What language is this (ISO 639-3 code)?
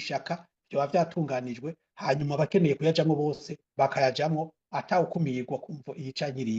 run